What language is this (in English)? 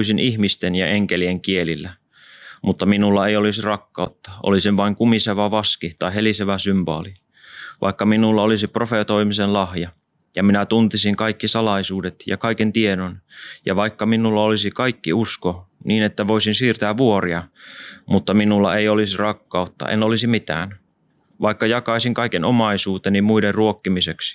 Finnish